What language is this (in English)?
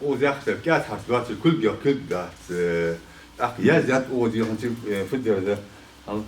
Ingush